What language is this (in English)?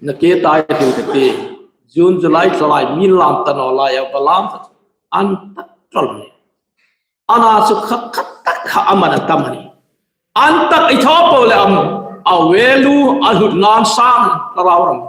Hmar